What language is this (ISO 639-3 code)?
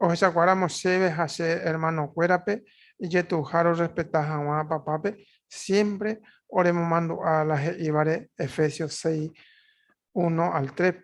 grn